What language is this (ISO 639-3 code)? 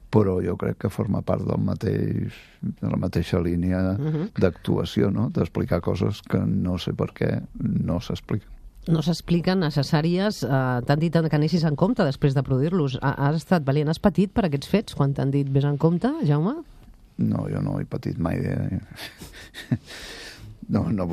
cat